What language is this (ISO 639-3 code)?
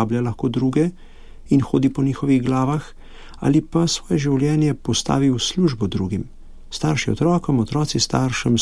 slv